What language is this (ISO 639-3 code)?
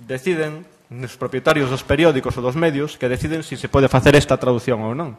glg